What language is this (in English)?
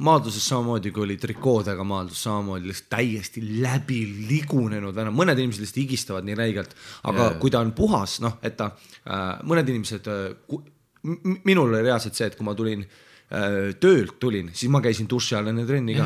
Estonian